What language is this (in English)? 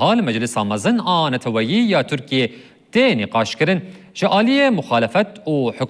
Kurdish